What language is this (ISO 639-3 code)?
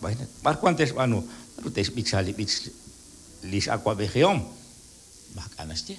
kek